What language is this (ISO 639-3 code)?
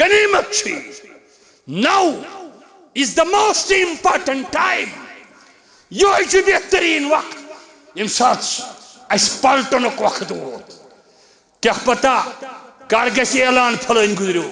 kas